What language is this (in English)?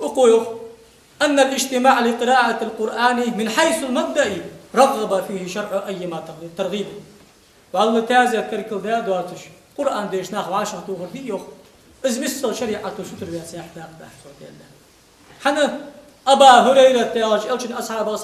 Ingush